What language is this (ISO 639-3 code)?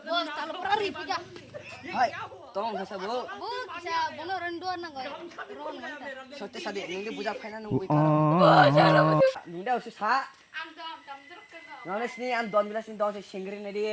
trp